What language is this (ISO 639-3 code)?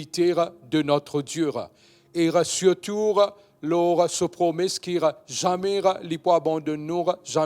mfe